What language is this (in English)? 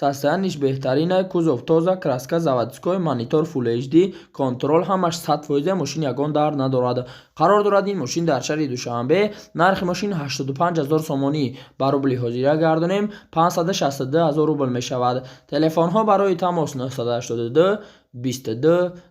Tajik